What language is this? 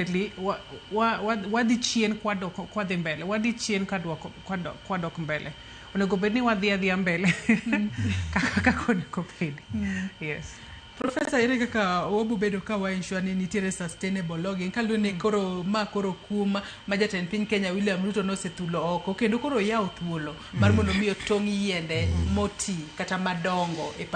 Luo (Kenya and Tanzania)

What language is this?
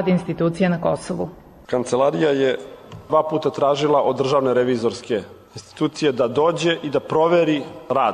Serbian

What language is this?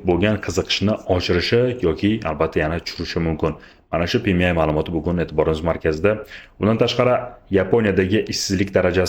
Uzbek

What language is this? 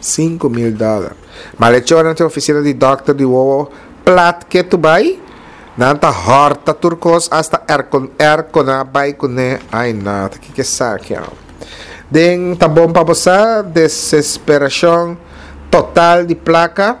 Papiamento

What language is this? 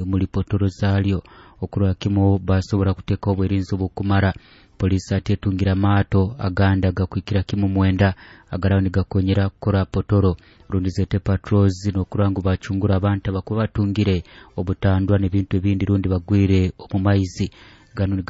Nyoro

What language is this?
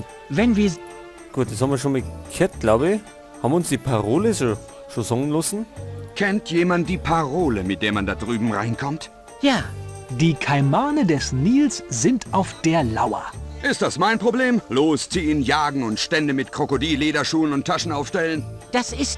Bavarian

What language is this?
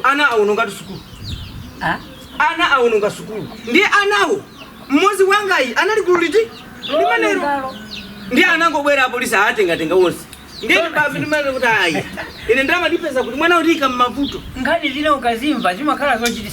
Nyanja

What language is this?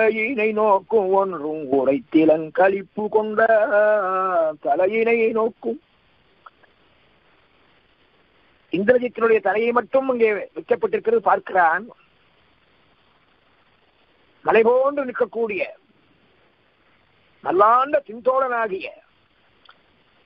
Tamil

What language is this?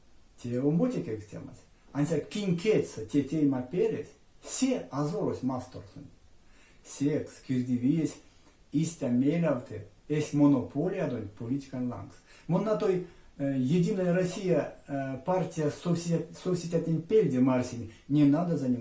Erzya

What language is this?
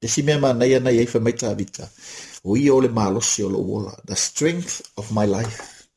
Samoan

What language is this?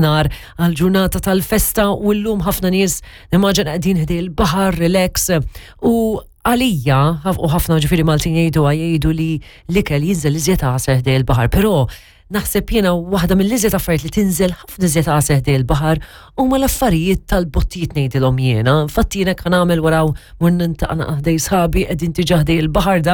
Maltese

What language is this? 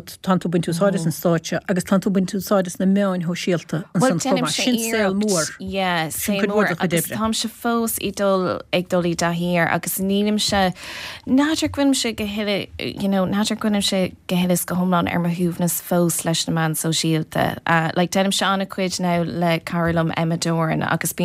Irish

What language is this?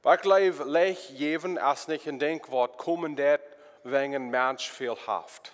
Plautdietsch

